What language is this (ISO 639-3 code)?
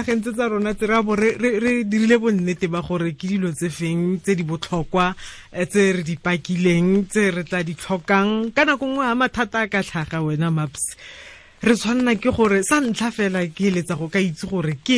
tsn